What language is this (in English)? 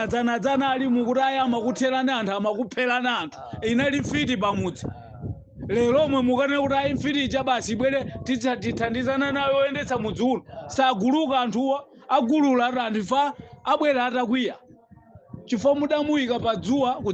Nyanja